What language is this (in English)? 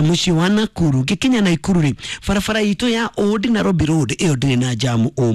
Kikuyu